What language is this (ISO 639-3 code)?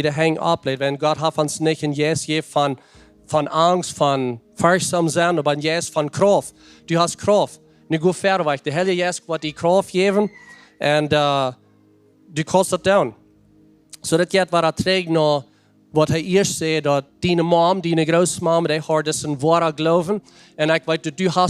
pdt